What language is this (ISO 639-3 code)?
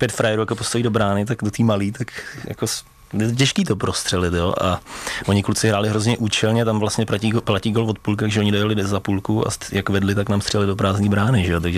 ces